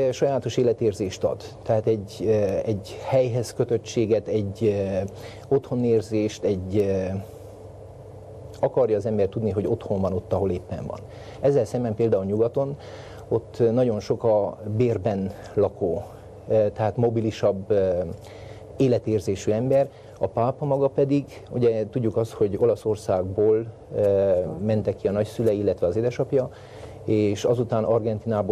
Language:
Hungarian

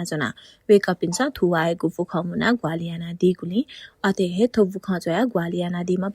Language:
Newari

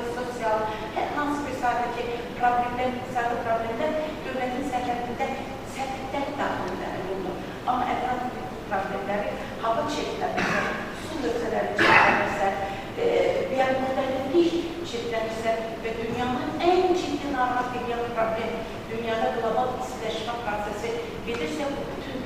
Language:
Azerbaijani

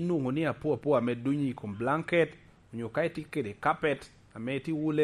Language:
Lango (Uganda)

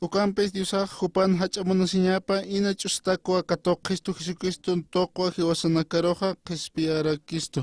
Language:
Aymara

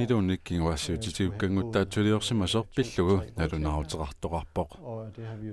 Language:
Kalaallisut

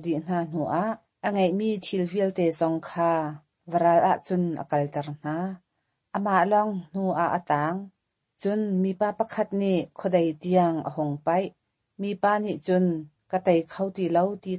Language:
Hakha Chin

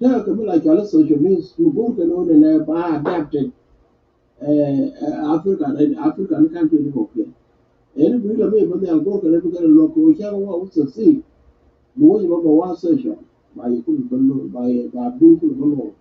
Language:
Nuer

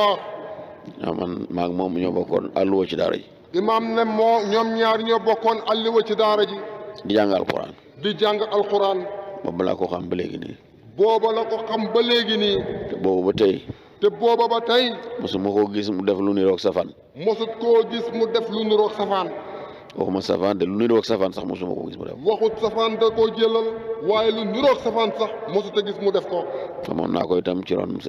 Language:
Wolof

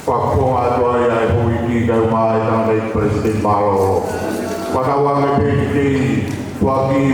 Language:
Tongan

